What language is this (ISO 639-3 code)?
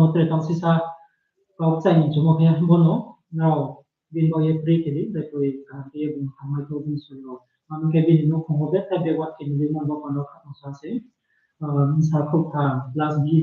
ria